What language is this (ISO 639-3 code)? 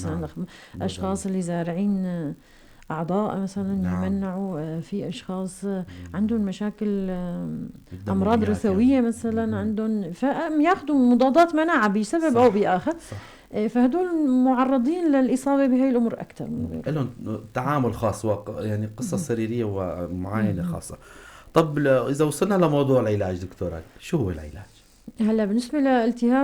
apc